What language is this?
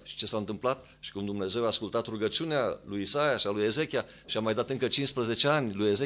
Romanian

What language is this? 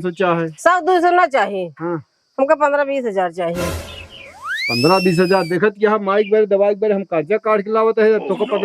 Awadhi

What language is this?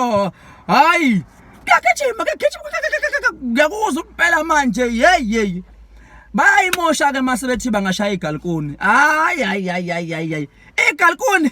Zulu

